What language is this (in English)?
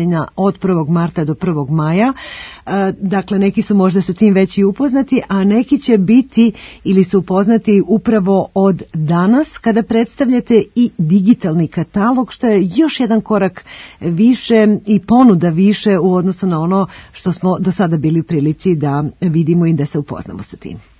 Serbian